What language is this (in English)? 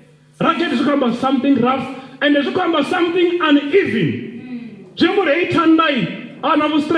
Venda